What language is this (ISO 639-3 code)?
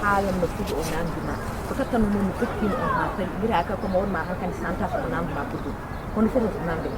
ful